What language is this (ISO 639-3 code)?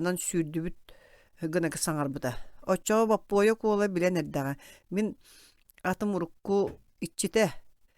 sah